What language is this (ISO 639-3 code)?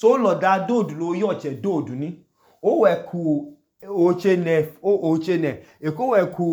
idu